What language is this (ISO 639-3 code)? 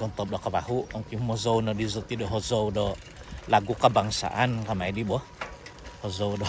dtp